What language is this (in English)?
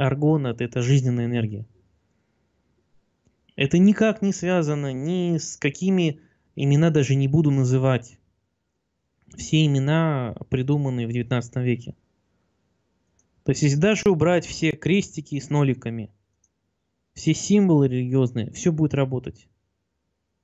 Russian